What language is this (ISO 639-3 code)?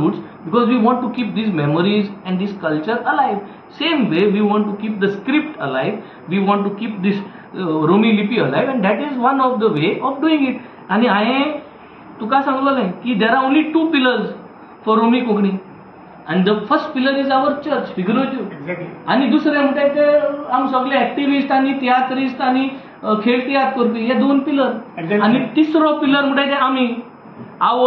kok